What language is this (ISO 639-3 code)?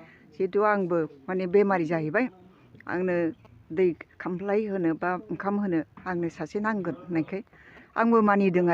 brx